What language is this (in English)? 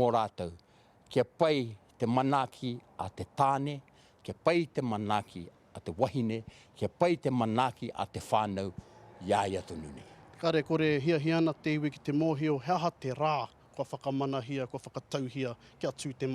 Māori